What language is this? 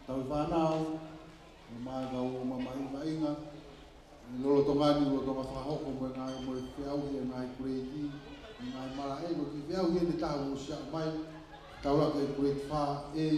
Tongan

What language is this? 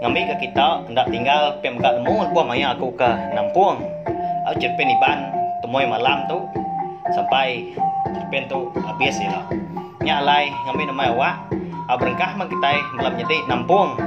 Iban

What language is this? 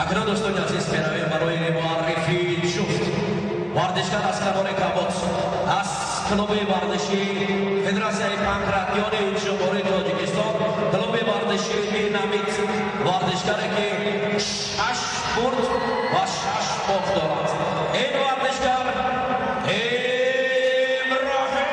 Tajik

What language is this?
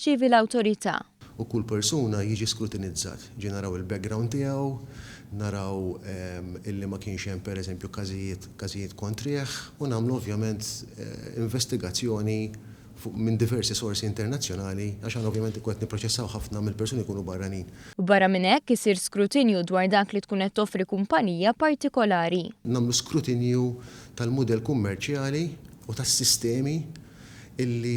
Maltese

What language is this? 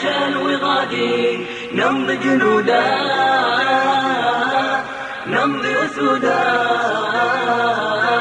Bosnian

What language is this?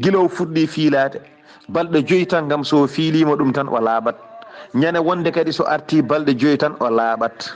Fula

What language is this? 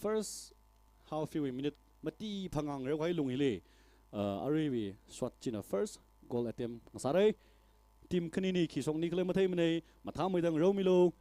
Tangkhul Naga (India)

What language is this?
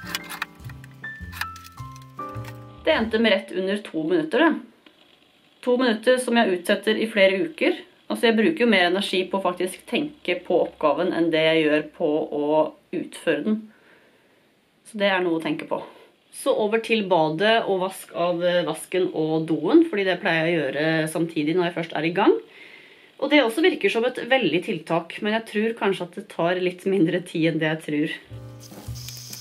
Norwegian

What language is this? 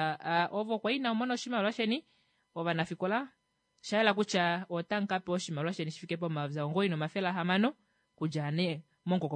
Kuanyama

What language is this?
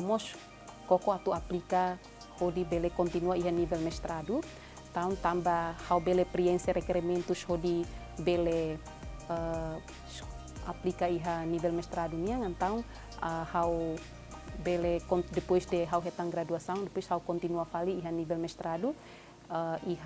Tetum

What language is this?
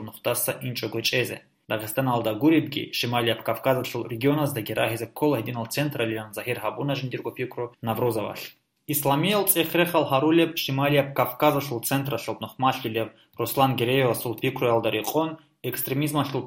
Avaric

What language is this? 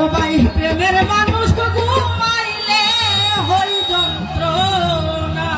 Sylheti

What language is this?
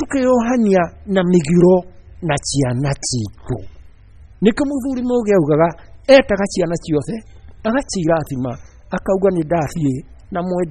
Kikuyu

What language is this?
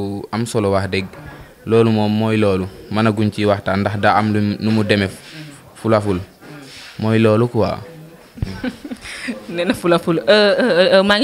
Wolof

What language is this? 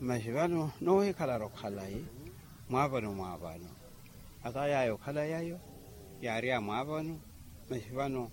Makhuwa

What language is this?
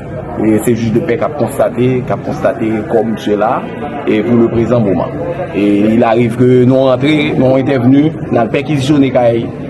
Haitian Creole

